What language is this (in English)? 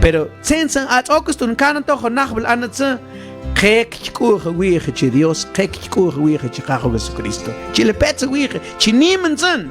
Mam